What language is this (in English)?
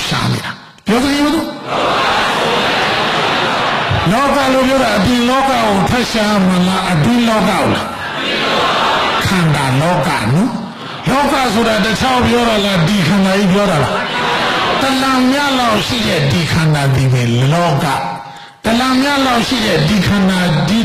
Burmese